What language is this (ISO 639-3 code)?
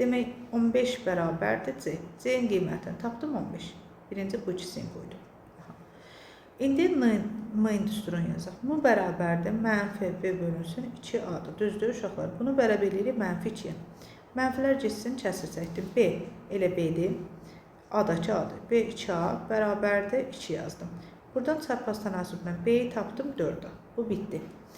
aze